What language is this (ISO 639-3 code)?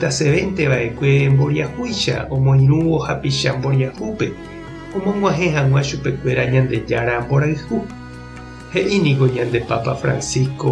grn